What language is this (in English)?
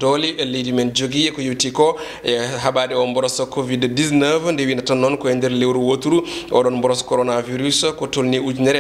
Fula